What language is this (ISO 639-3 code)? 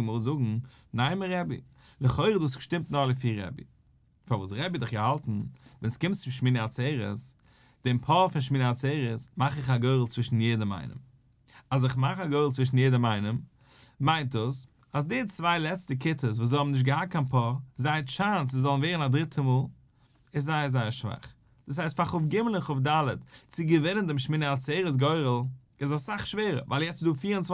yid